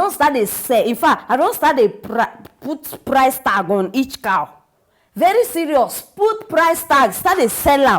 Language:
Nigerian Pidgin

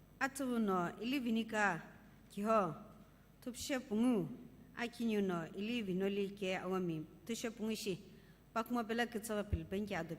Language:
Sumi Naga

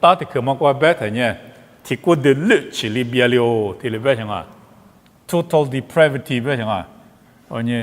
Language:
Lisu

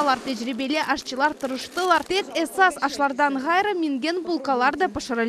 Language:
Crimean Tatar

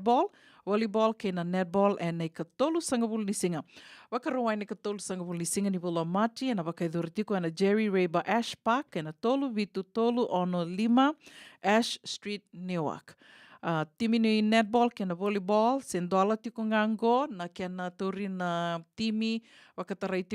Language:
Fijian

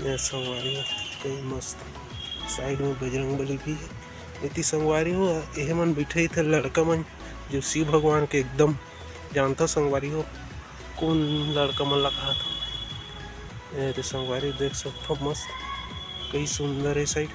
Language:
Chhattisgarhi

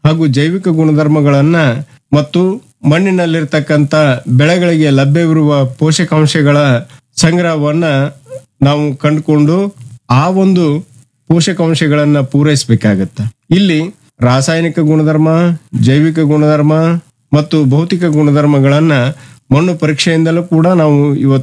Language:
Kannada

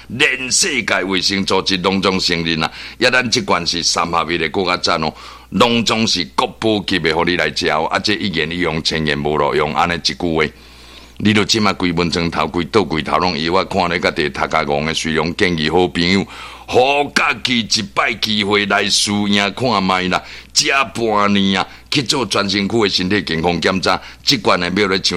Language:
Min Nan Chinese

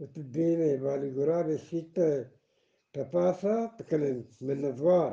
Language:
Eastern Balochi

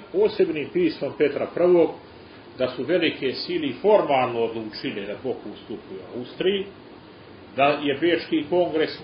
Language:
Serbian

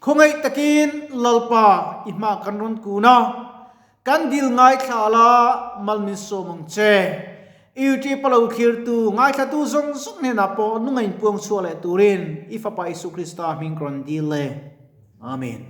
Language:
Mizo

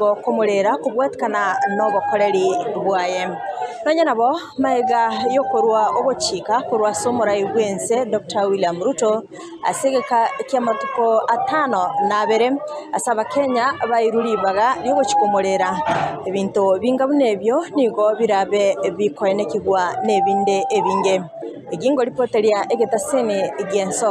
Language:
Gusii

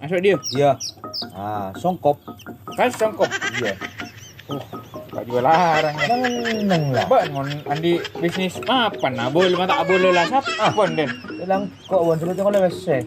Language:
Madurese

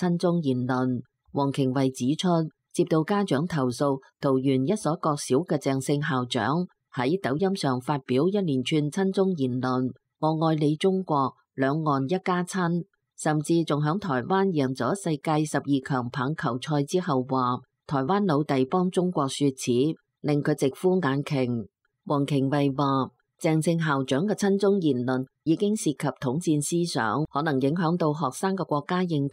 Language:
Cantonese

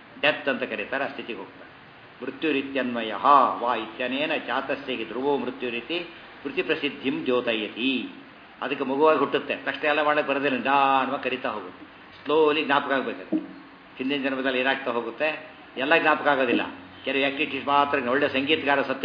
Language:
Kannada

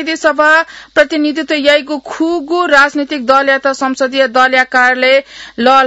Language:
Newari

